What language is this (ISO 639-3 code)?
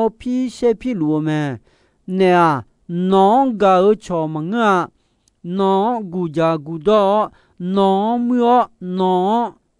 ahk